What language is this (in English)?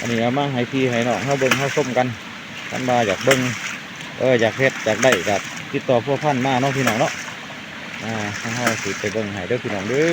Lao